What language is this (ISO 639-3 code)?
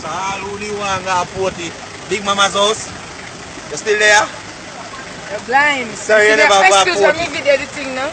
jam